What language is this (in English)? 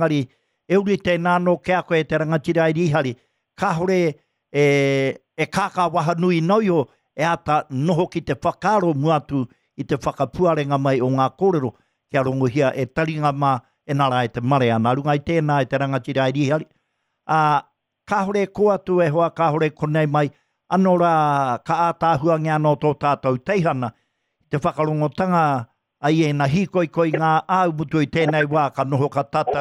Māori